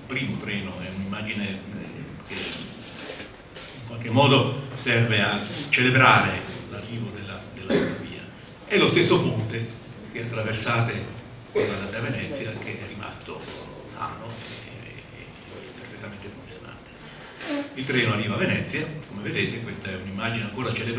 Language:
Italian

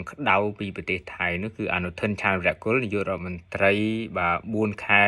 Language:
Khmer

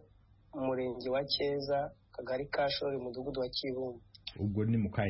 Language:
Kinyarwanda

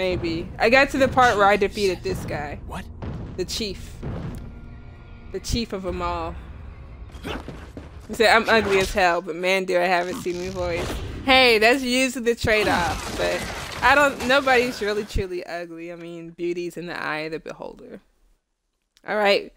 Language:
English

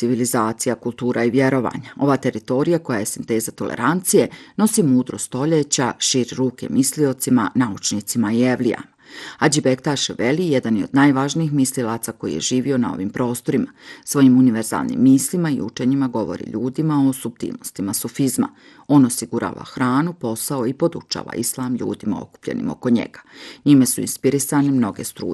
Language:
Bosnian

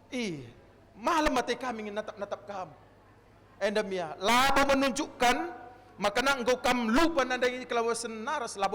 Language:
Batak Karo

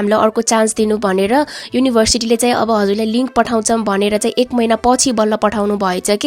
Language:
Nepali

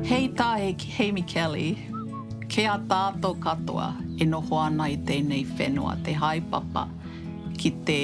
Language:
Māori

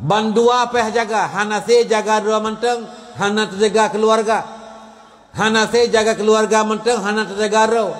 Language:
Achinese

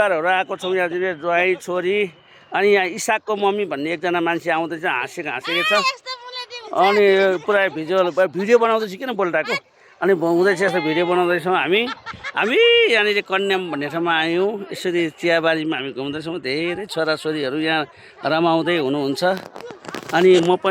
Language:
Nepali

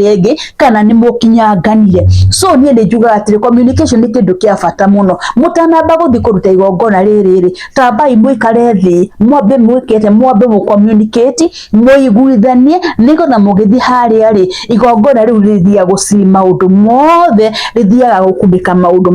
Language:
Kikuyu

